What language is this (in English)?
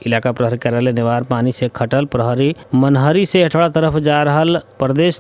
Bhojpuri